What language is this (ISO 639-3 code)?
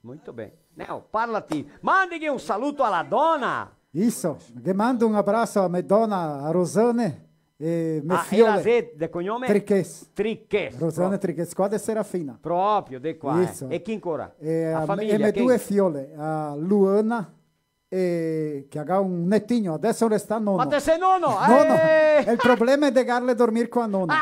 vec